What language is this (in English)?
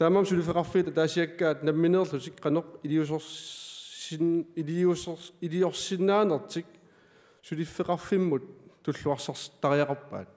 Kalaallisut